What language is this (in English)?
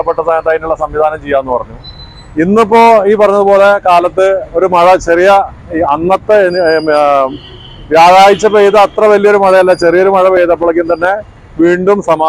Malayalam